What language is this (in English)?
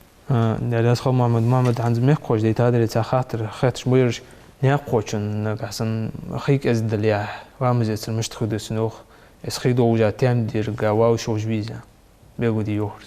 Ingush